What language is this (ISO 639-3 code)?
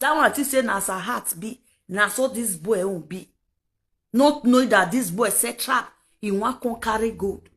pcm